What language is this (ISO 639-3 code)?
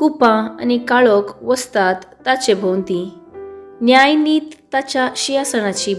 kok